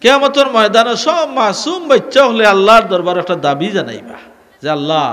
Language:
Sylheti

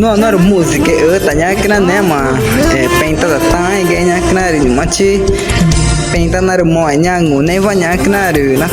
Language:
Ticuna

